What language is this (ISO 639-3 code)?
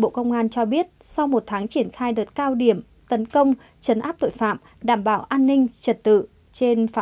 vie